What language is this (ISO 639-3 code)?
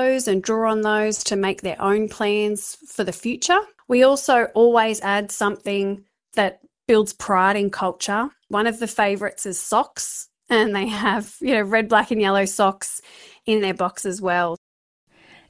ind